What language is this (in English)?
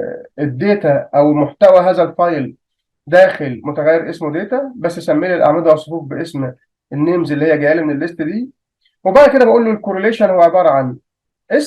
Egyptian Arabic